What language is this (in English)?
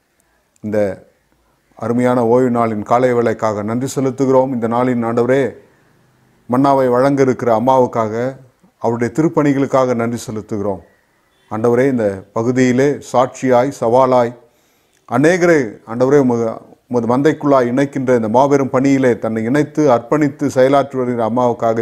Tamil